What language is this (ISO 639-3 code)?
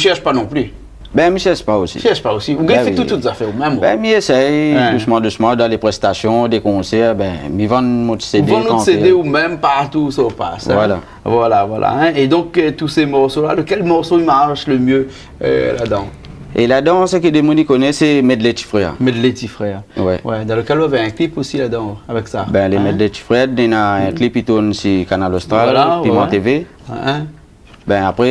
rcf